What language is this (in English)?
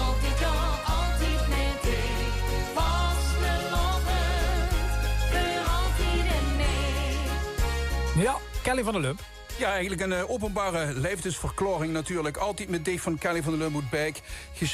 Limburgish